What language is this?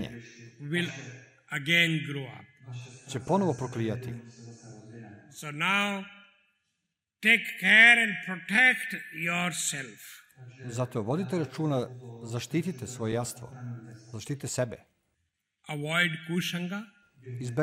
Serbian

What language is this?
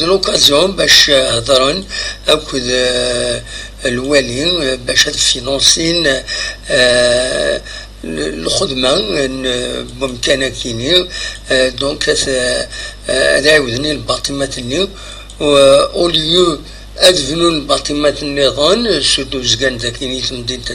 Kabyle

